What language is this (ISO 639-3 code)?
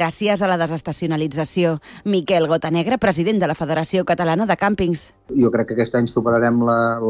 cat